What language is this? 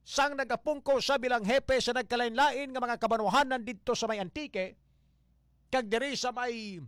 Hiligaynon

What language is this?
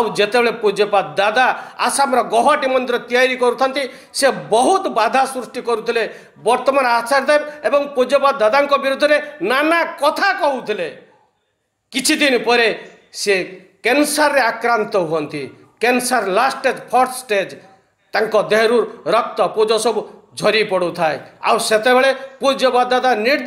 Odia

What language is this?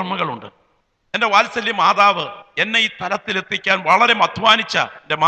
Malayalam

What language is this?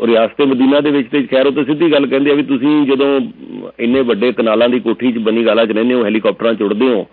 Punjabi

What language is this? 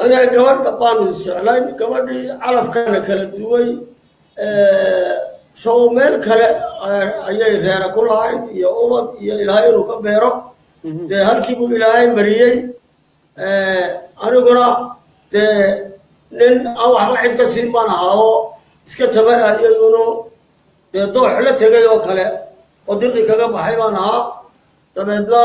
Somali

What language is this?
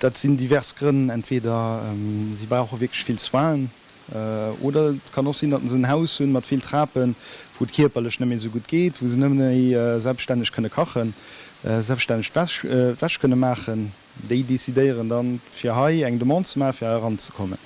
Luxembourgish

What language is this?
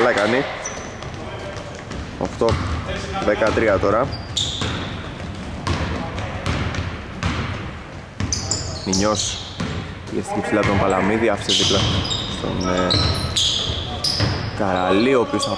Greek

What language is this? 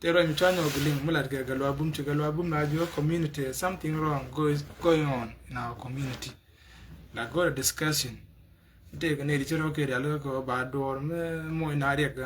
Nuer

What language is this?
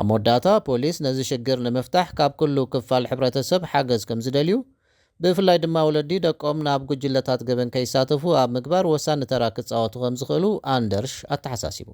Tigrinya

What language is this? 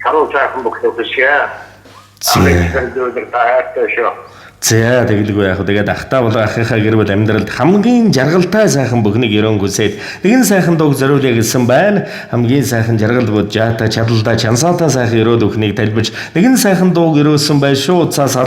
Mongolian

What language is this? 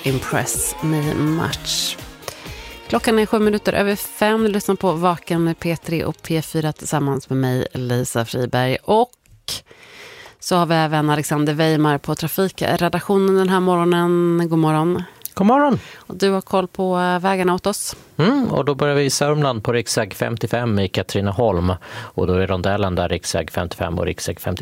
Swedish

